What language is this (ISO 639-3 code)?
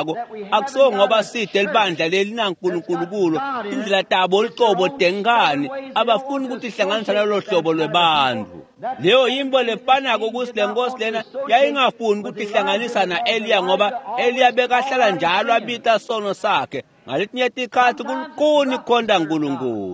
ssw